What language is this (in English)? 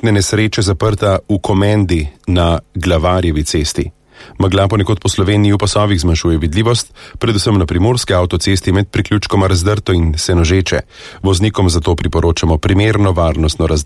Slovenian